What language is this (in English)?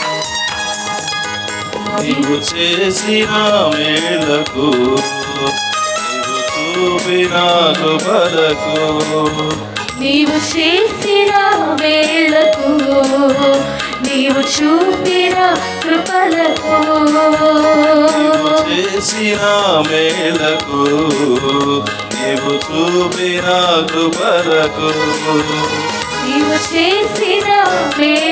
Telugu